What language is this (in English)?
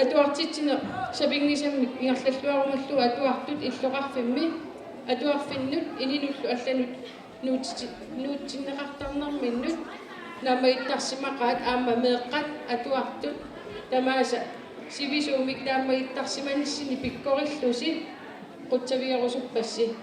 Kalaallisut